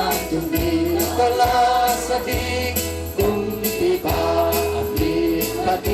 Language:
Tedim Chin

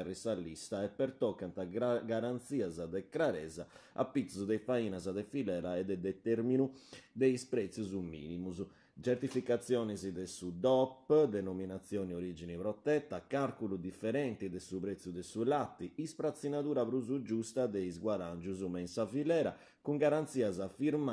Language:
Sardinian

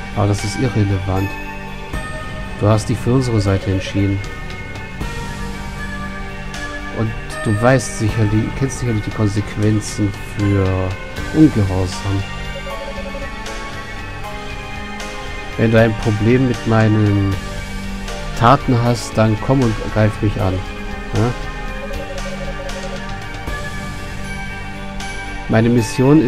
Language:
German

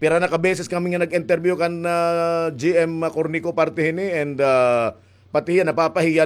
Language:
Waray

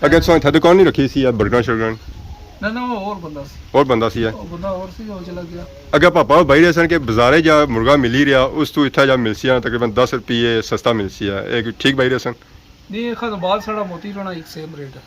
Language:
Pahari-Potwari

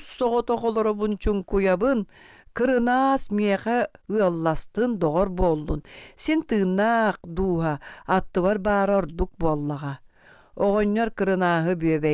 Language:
Yakut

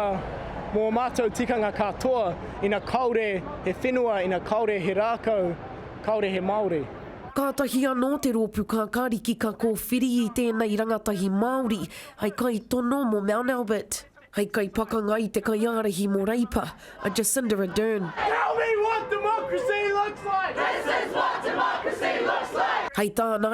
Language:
Māori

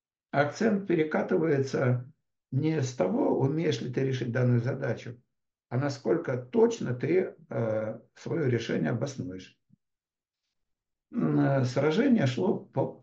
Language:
Russian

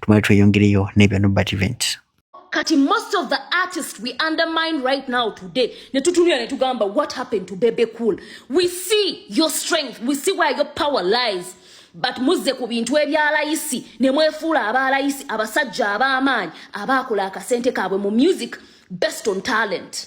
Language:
Ganda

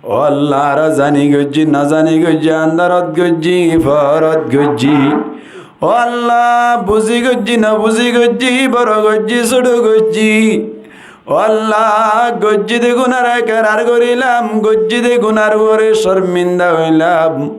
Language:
Rohingya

